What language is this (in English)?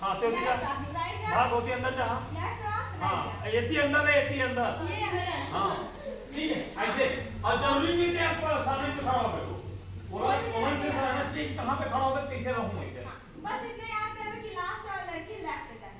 Chhattisgarhi